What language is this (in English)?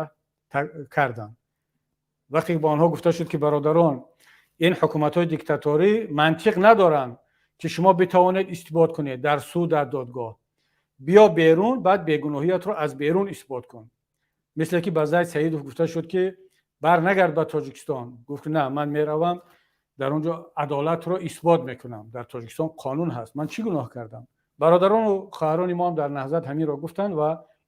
Tajik